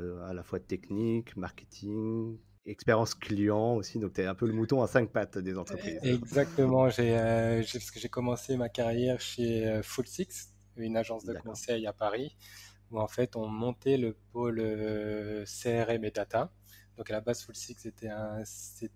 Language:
French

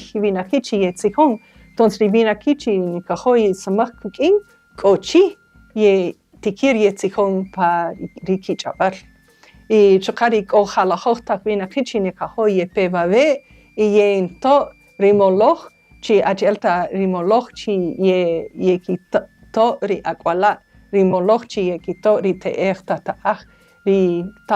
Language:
Kaqchikel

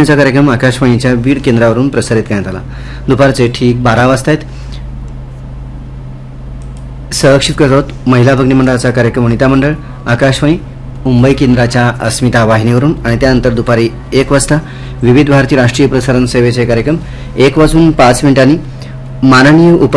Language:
Marathi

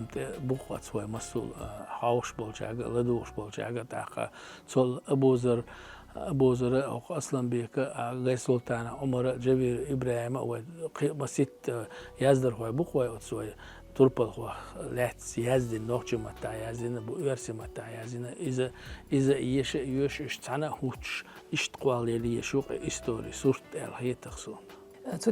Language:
Chechen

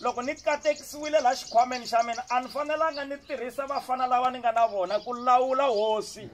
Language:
Tsonga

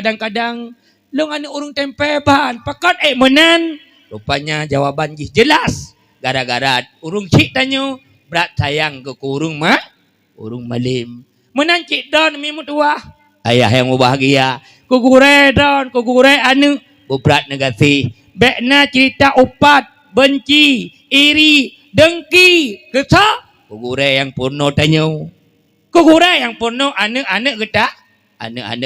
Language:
Achinese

